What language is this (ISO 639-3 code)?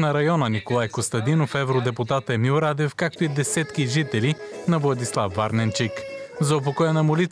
bul